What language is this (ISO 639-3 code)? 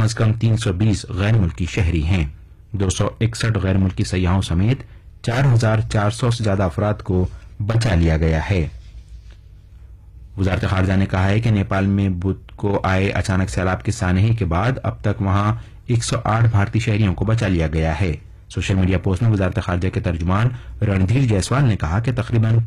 urd